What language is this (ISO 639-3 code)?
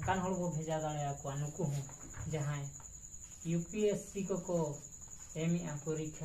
sat